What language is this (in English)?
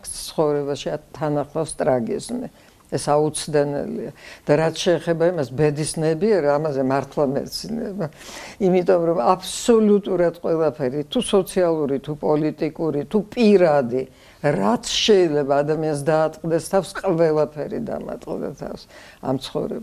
Georgian